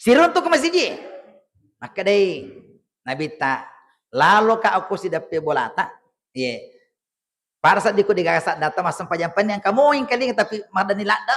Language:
Buginese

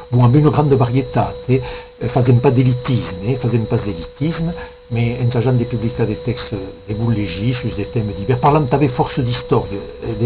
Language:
Occitan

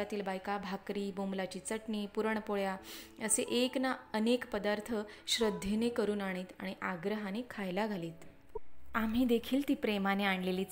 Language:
Marathi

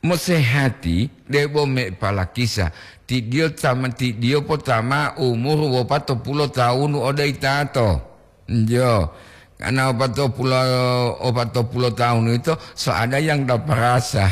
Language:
Gorontalo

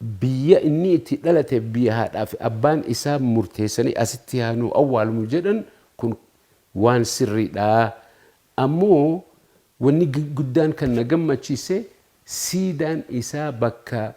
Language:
Oromo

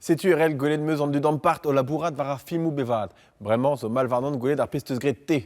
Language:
Breton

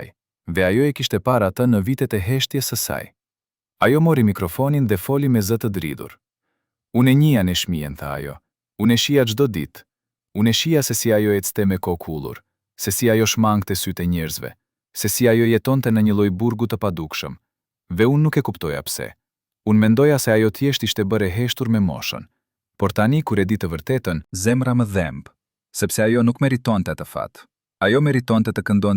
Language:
Albanian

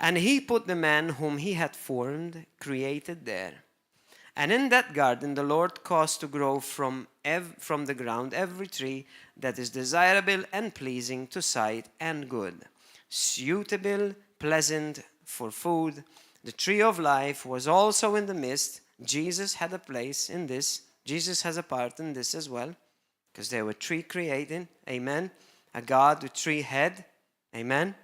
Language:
English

